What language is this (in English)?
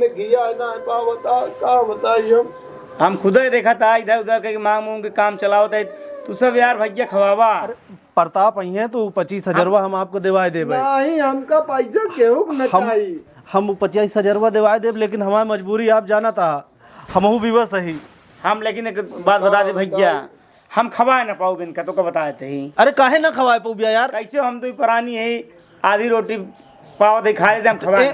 Awadhi